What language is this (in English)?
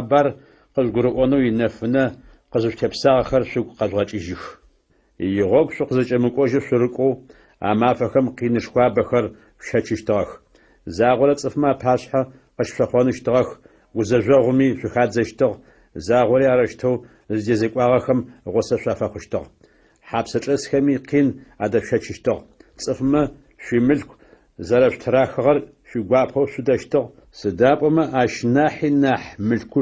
Adyghe